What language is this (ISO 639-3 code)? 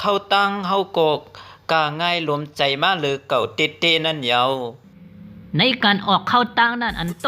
shn